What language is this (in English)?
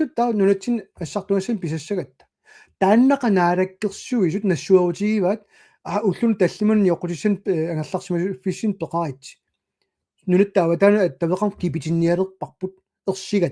Kalaallisut